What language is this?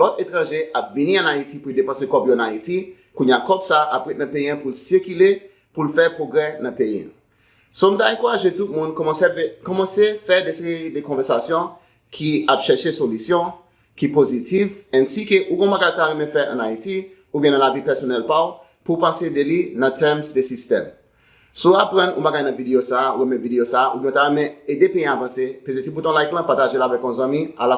Haitian Creole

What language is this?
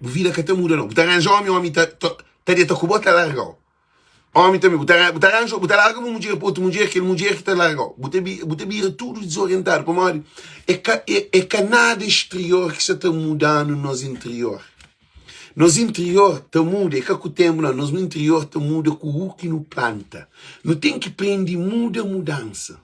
Kabuverdianu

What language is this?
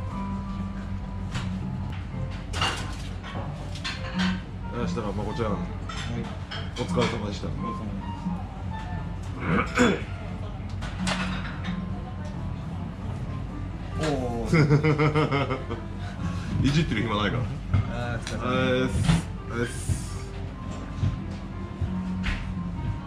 Japanese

